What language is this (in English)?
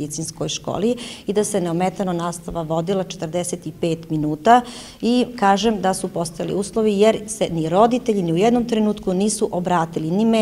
Serbian